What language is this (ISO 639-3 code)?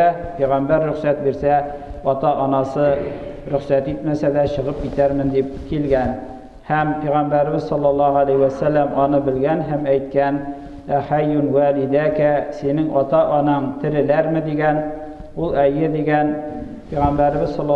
tat